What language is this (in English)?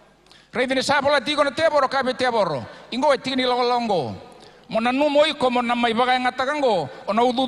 Fijian